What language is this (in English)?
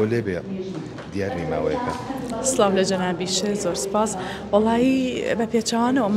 Central Kurdish